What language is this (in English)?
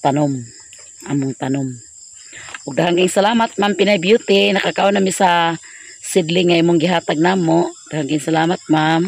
Cebuano